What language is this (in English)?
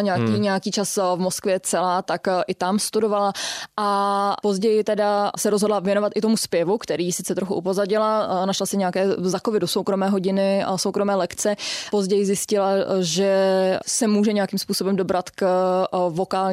Czech